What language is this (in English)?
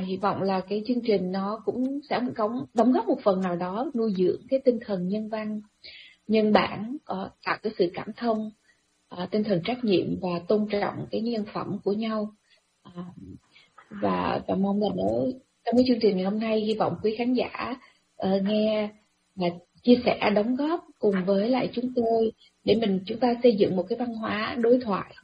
Vietnamese